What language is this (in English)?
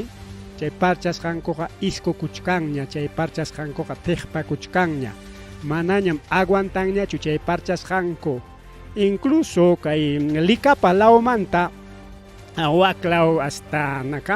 Ayacucho Quechua